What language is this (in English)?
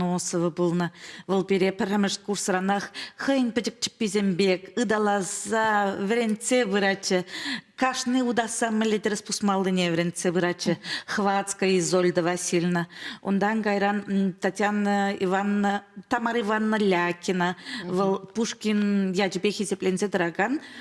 Chuvash